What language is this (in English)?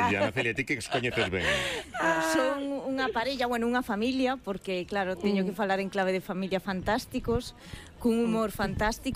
Galician